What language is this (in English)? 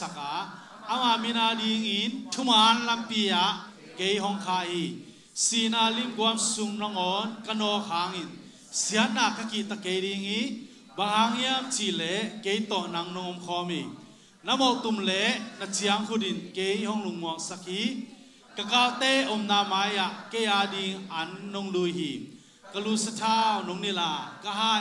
Tedim Chin